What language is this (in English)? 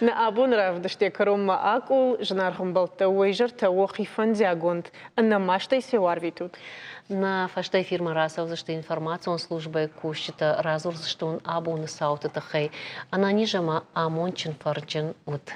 Ossetic